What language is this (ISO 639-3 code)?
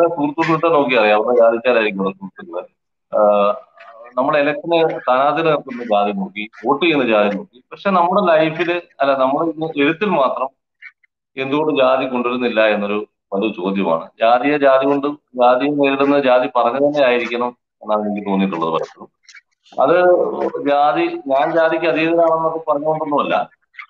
mal